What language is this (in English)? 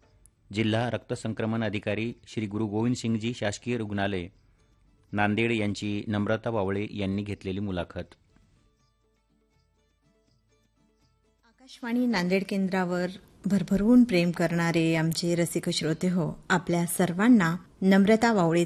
Marathi